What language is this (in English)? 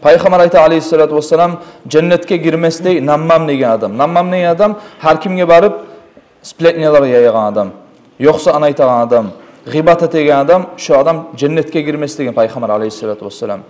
Kumyk